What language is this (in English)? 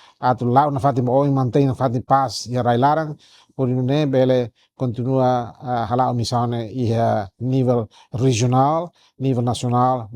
Tetum